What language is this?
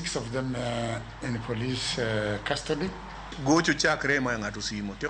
Luo (Kenya and Tanzania)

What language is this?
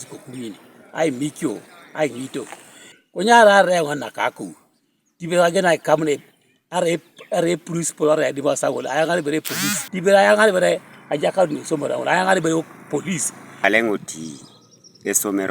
Teso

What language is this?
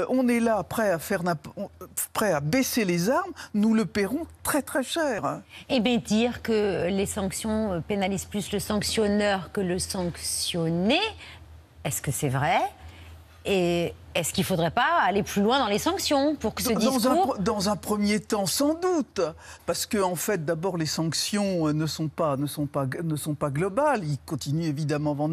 French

